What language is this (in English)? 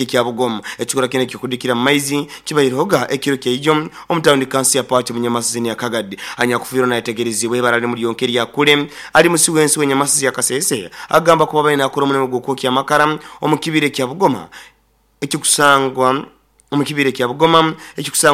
Nyoro